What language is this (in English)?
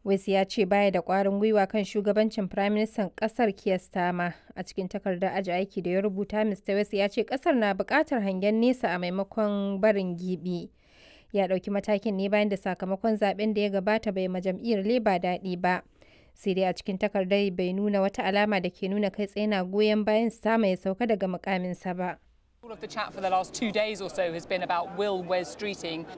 Hausa